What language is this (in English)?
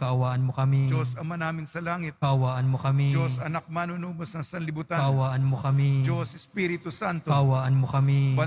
Filipino